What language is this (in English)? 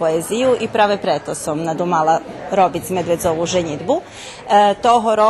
Rusyn